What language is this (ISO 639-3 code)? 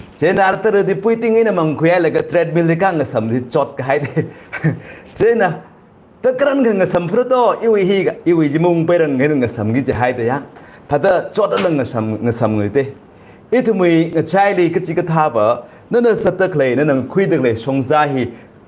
nmf